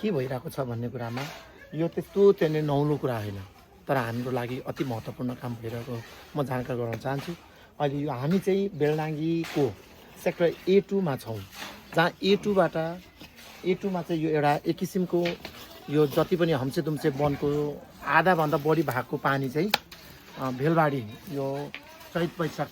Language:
Nepali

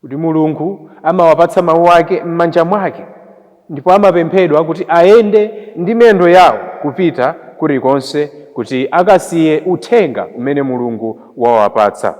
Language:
Nyanja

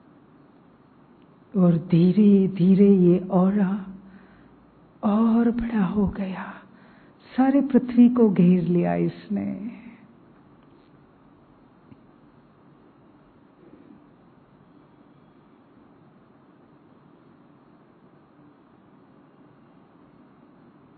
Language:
Hindi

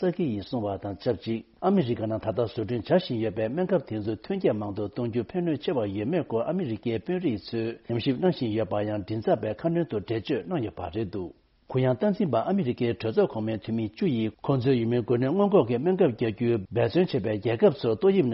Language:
Tibetan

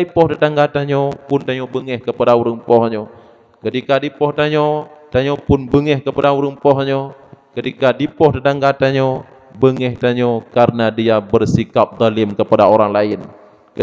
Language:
Achinese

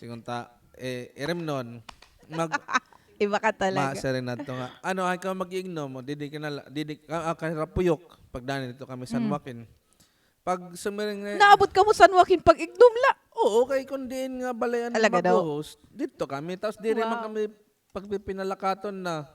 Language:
Waray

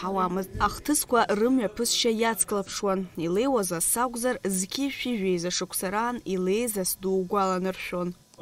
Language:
Abkhazian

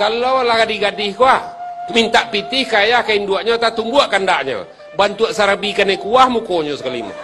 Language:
Minangkabau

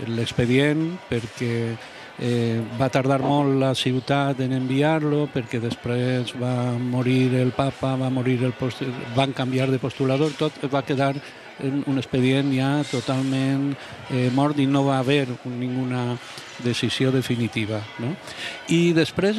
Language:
Catalan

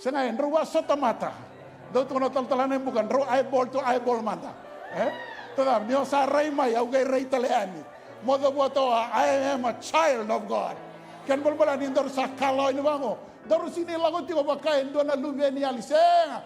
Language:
Fijian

